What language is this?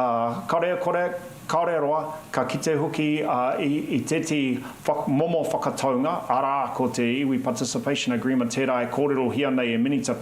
Māori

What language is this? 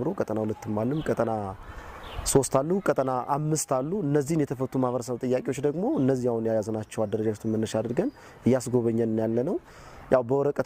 Amharic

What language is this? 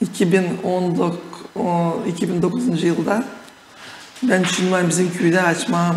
Gagauz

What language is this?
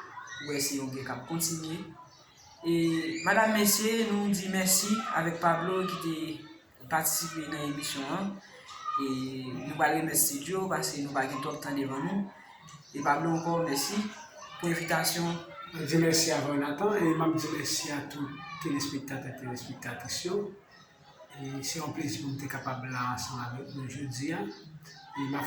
Haitian Creole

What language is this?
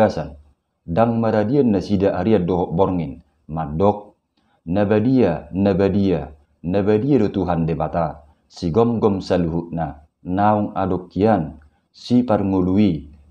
Batak Toba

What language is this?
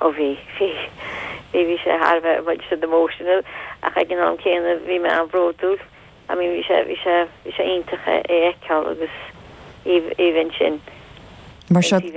Irish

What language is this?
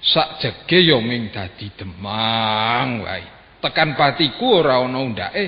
Javanese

